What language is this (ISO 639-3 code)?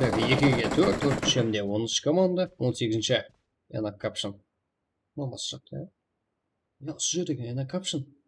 kaa